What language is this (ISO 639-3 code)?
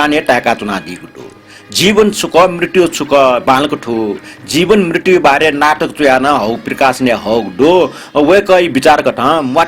new